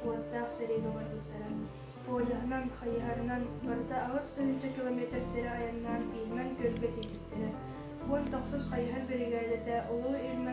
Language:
Yakut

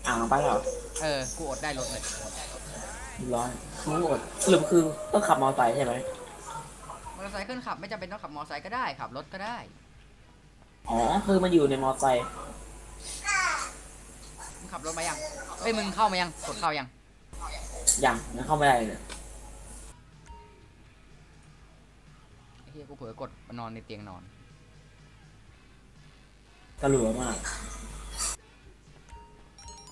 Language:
Thai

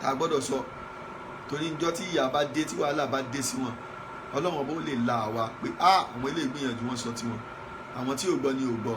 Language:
Yoruba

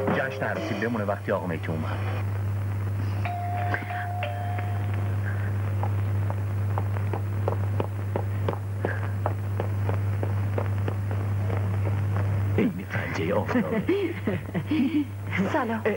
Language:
Persian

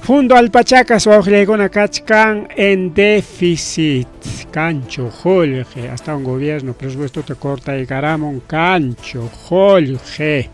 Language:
Ayacucho Quechua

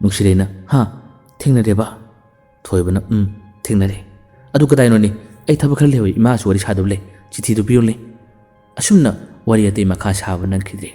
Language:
Manipuri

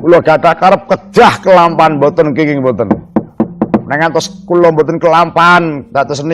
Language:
Javanese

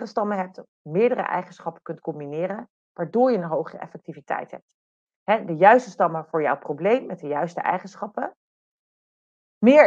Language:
Dutch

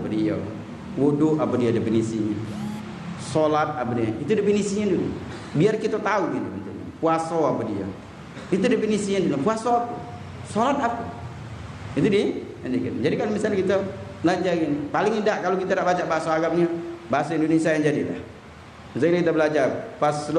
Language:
Musi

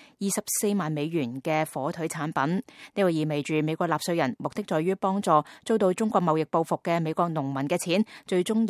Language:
Cantonese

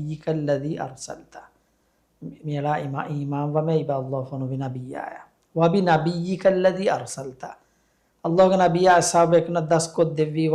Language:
Divehi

